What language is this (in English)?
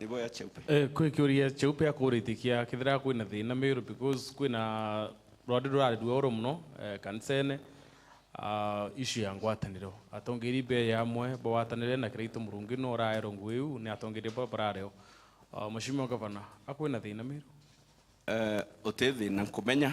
Meru